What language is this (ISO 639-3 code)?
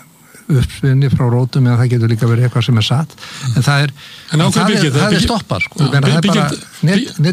isl